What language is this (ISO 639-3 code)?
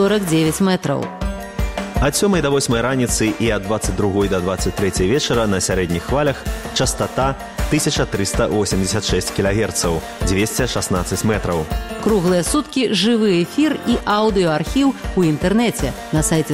bel